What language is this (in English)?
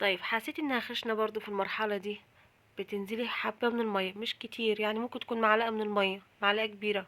Egyptian Arabic